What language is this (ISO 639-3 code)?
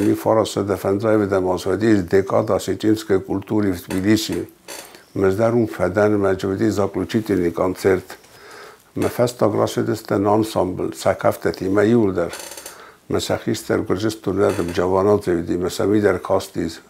oss